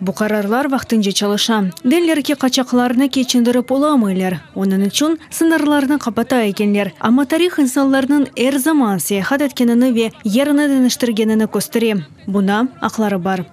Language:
Crimean Tatar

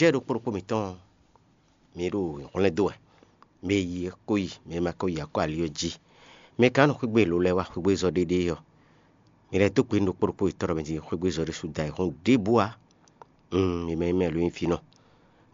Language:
Fon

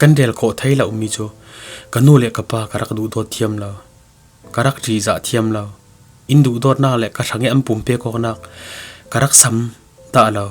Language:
Falam Chin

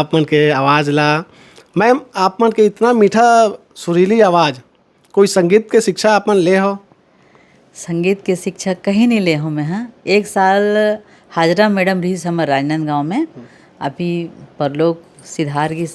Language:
Chhattisgarhi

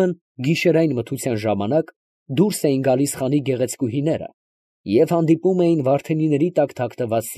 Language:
Armenian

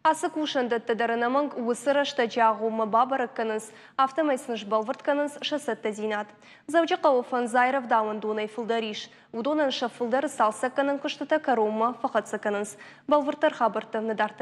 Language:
Ossetic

